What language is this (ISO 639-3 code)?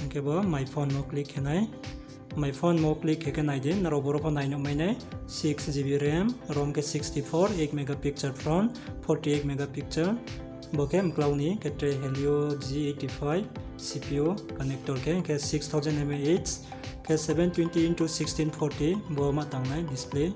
ria